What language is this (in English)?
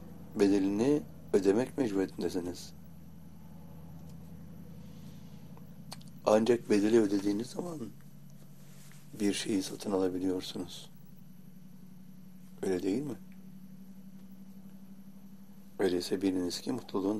Turkish